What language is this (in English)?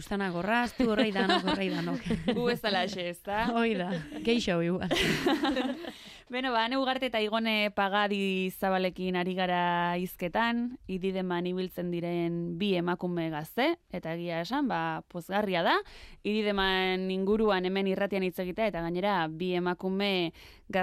Basque